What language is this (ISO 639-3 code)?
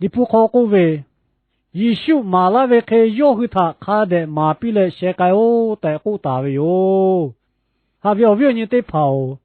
lhu